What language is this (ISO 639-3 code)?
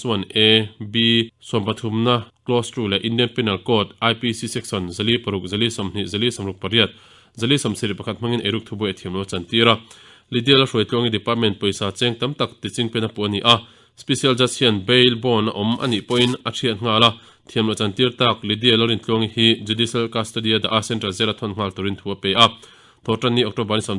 lus